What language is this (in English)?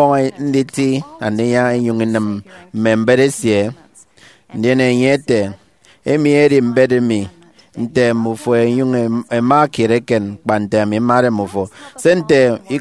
Efik